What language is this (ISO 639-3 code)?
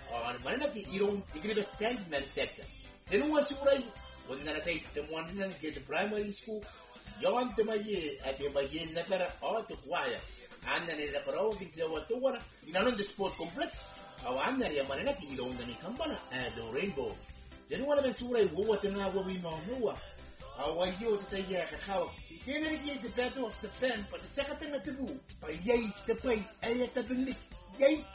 gil